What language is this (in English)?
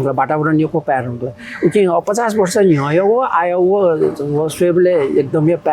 Newari